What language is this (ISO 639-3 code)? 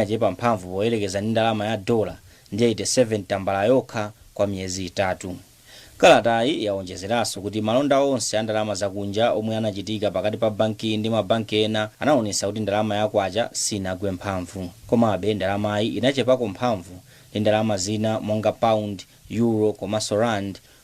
nya